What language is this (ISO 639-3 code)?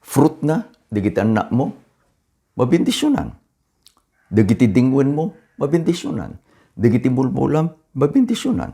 ilo